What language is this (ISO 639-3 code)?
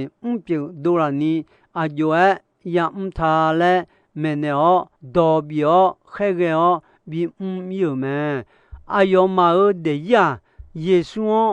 ahk